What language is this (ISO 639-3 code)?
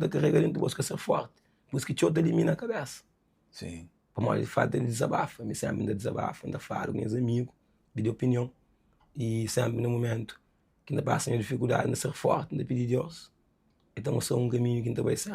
kea